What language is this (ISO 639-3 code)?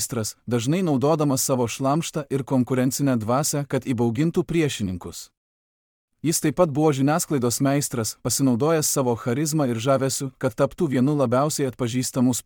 lit